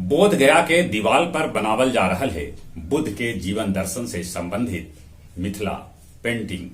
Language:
Magahi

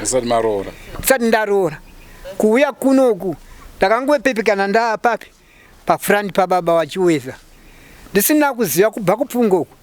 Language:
Shona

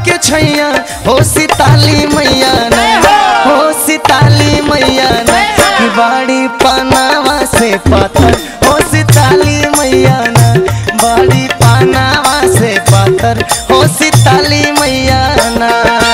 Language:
Bhojpuri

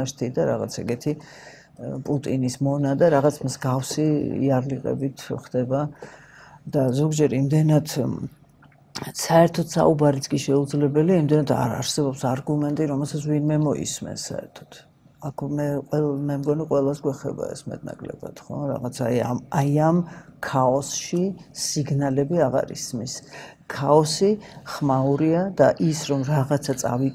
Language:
Georgian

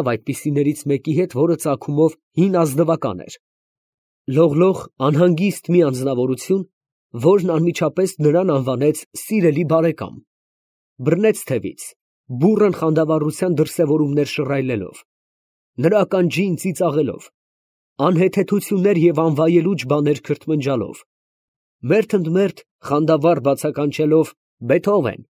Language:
Armenian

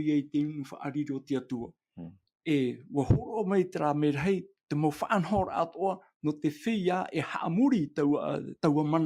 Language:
Tahitian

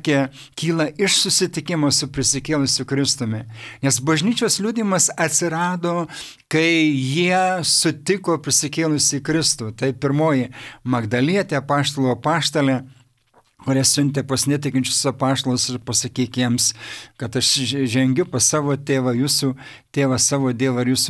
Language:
Lithuanian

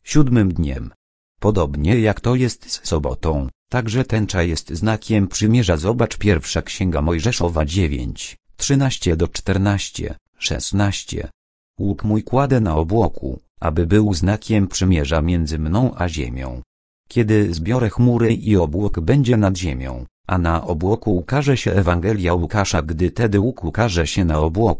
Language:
Polish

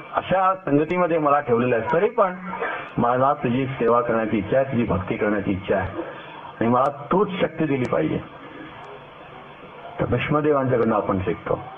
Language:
Marathi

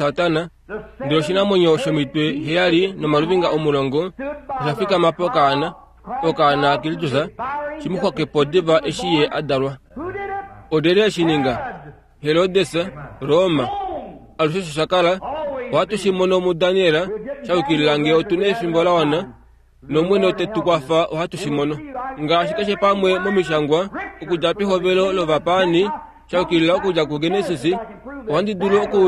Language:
Kuanyama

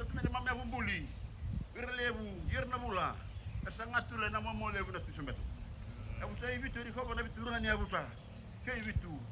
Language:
Fijian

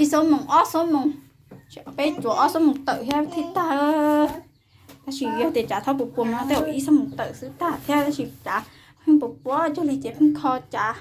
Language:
Hmong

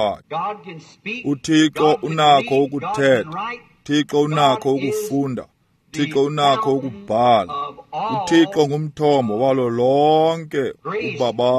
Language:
Xhosa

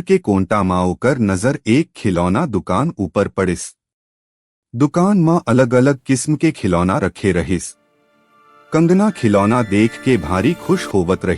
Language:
Chhattisgarhi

